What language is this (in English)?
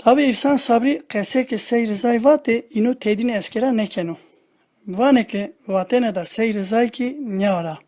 Zaza